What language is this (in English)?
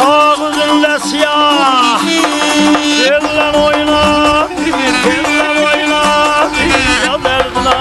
South Azerbaijani